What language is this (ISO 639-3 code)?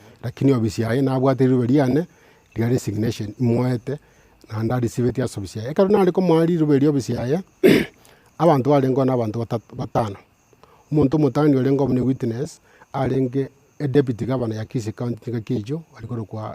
guz